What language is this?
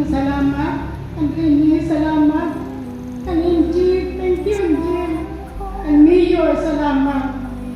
Waray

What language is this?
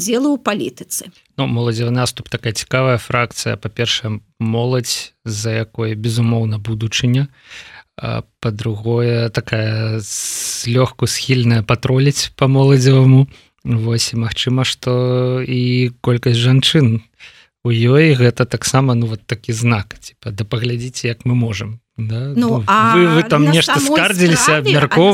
Belarusian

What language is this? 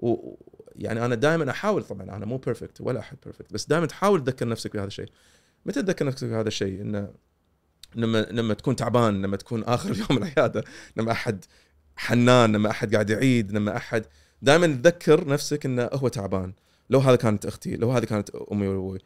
Gulf Arabic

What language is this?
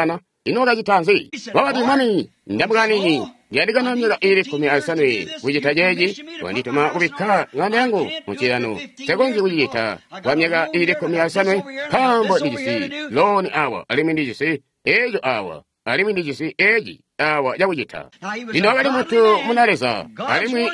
Tonga (Zambia)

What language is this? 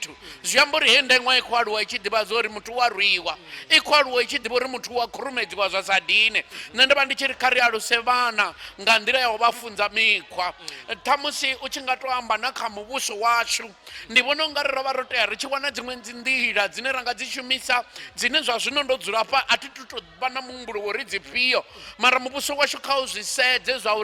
Venda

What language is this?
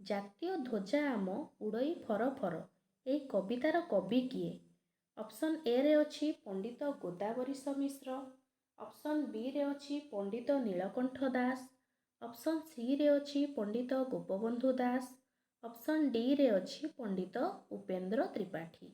Odia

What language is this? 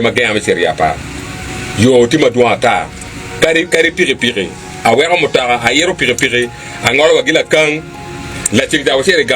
Acoli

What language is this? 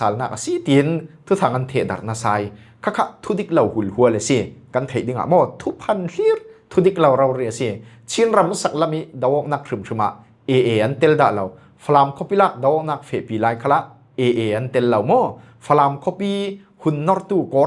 Falam Chin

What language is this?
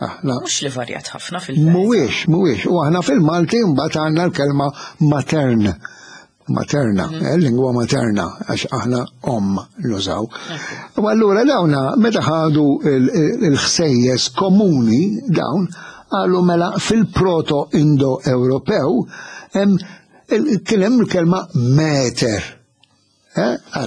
Maltese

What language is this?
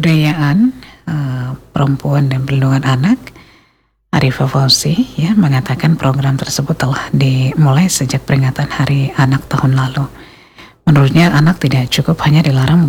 Indonesian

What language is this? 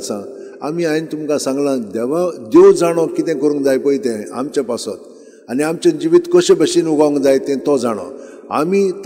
Konkani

